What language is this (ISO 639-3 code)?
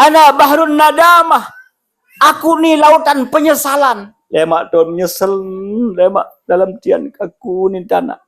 sas